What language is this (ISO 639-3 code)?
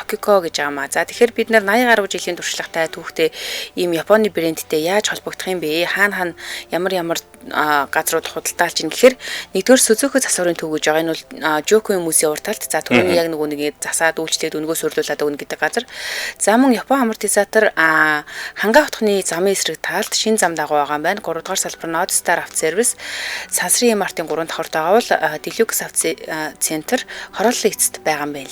mon